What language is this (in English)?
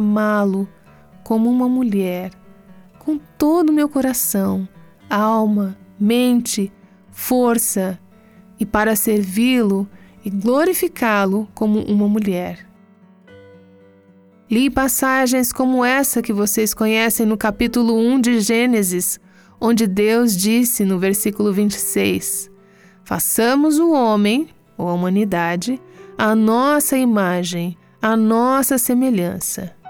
Portuguese